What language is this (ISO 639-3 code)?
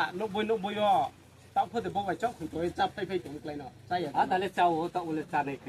ria